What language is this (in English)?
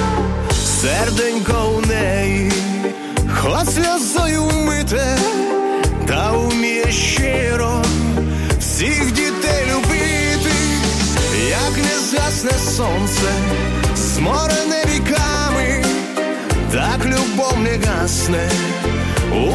Ukrainian